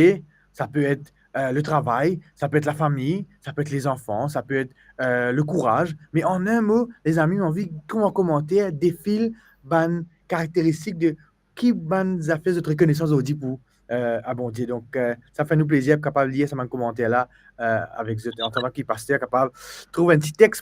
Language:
Morisyen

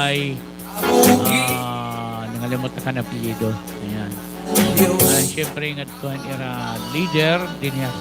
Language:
Waray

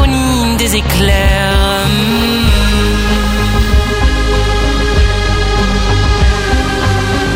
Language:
French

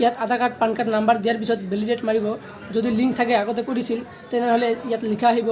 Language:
Assamese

